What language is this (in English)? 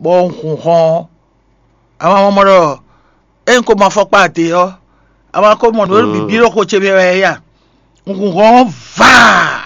Fon